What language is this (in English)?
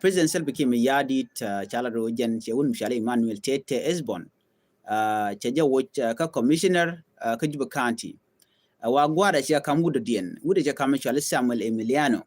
Nuer